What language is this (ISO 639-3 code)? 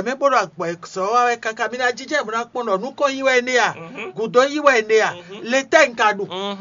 fon